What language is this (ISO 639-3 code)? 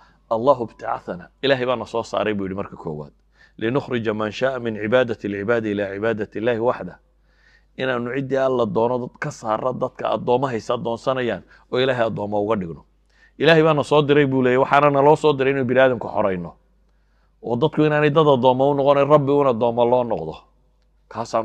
som